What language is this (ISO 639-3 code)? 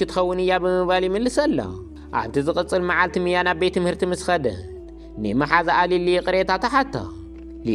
tir